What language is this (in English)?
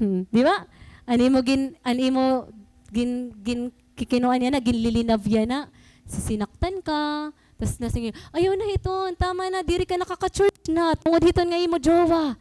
Waray